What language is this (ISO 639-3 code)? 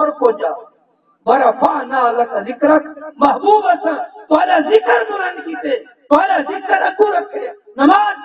skr